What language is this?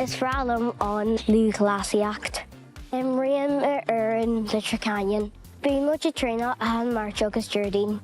Irish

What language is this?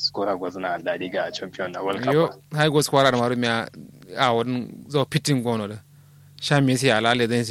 Kanuri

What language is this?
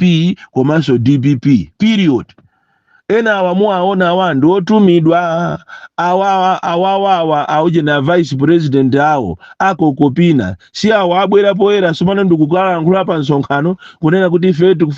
Nyanja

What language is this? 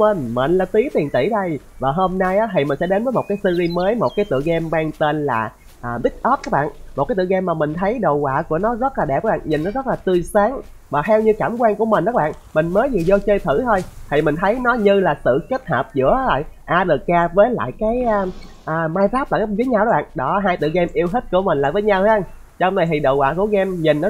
Vietnamese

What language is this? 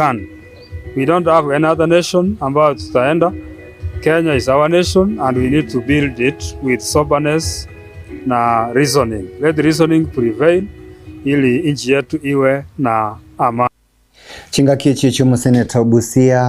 Gusii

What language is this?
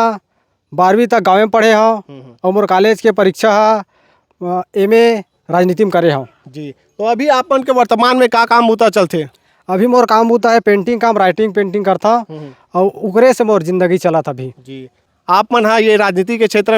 Chhattisgarhi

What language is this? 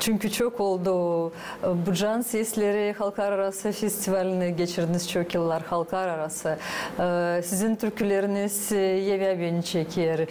Gagauz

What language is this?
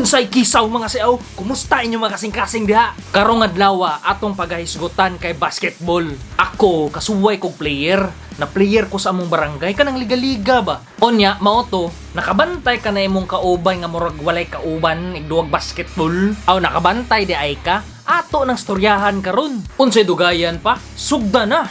Cebuano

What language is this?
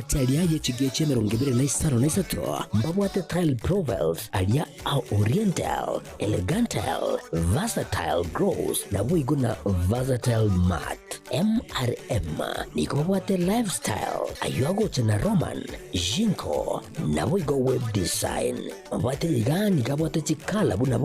Gusii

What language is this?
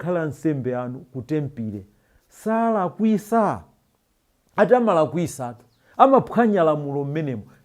Nyanja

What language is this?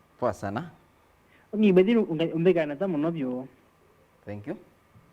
Kamba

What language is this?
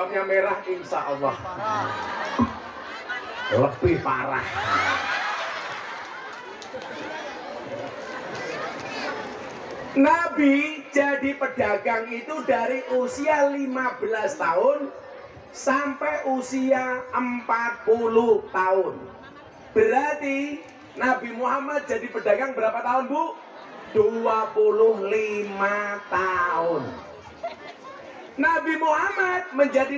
Javanese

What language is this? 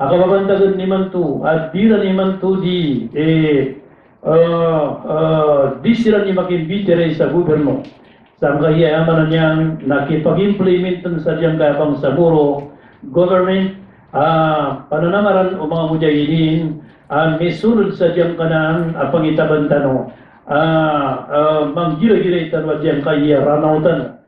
Maranao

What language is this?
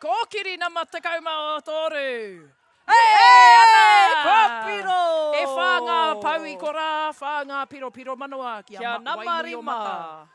Māori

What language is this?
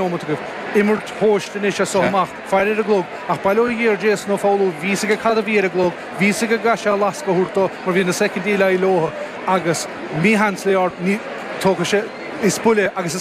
Irish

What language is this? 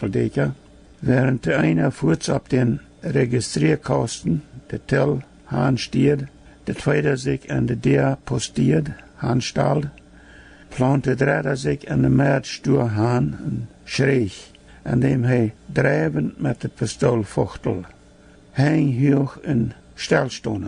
Plautdietsch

